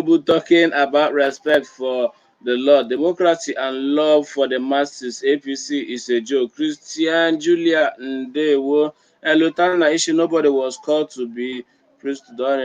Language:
Igbo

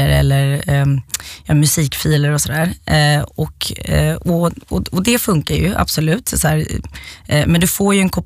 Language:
Swedish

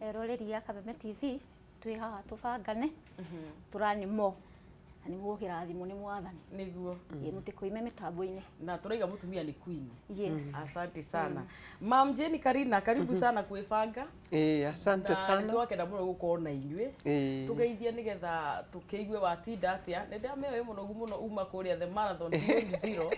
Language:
Kikuyu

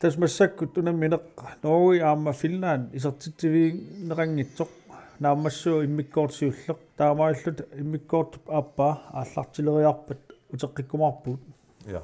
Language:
Kalaallisut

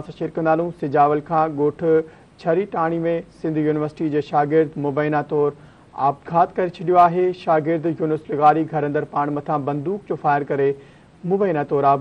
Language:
Sindhi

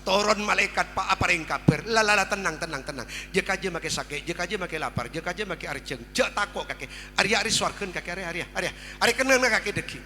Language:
Madurese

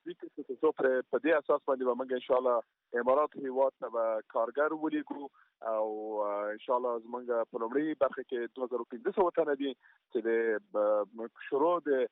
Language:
Pashto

